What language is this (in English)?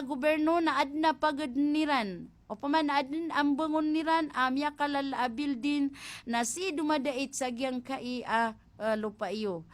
Maranao